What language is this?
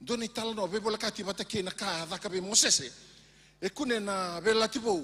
Fijian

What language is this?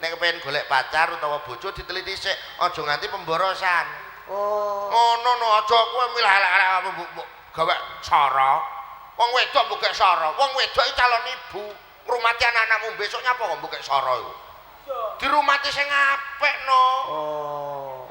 Javanese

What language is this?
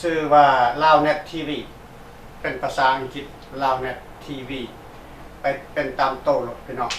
Lao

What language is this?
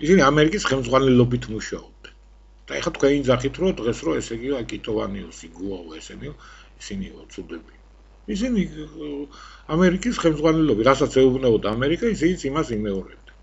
Georgian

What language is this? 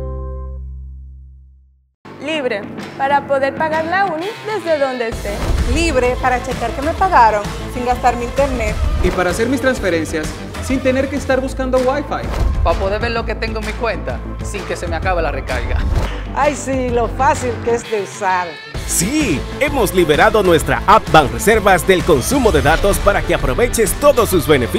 Spanish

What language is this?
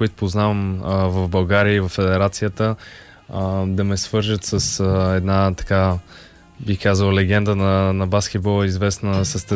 Bulgarian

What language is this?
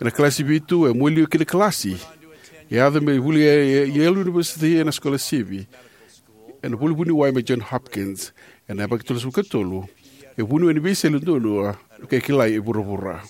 Fijian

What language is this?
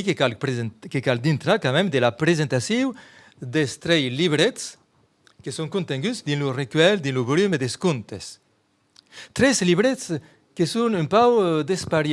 Occitan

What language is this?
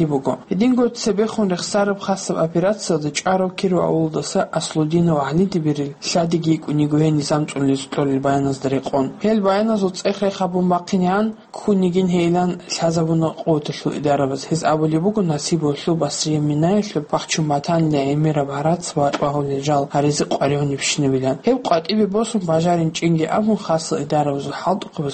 Avaric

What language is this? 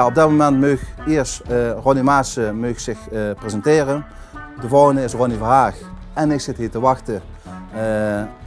Limburgish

